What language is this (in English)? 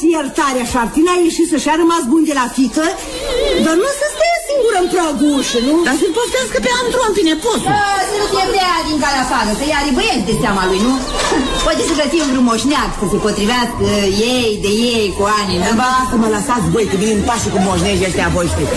Romanian